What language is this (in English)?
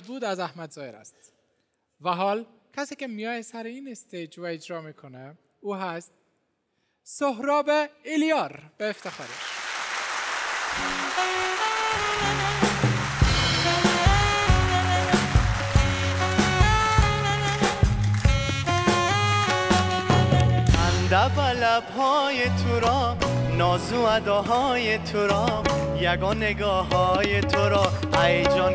Persian